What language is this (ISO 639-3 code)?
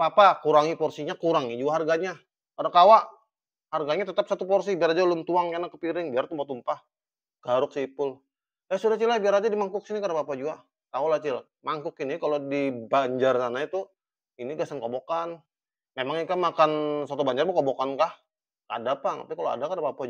bjn